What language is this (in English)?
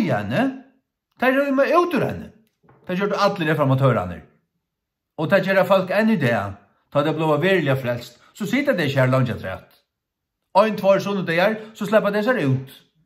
Faroese